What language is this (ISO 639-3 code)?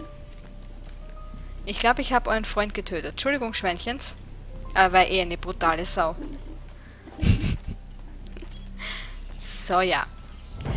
deu